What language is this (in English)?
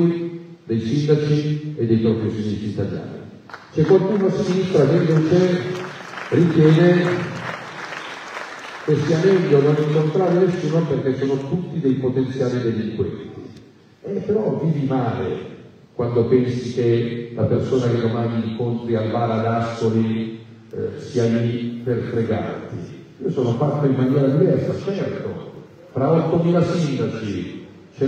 Italian